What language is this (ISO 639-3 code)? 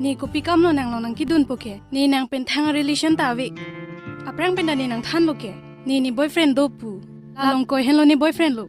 mjw